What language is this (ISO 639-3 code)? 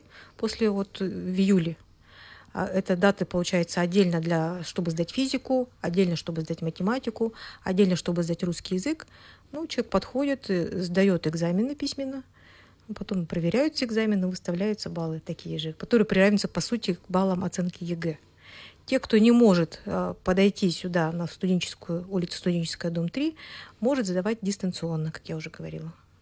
rus